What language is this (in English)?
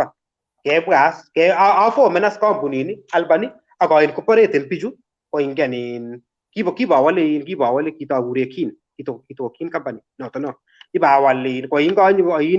Kalenjin